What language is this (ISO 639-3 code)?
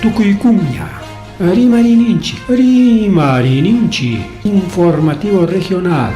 quy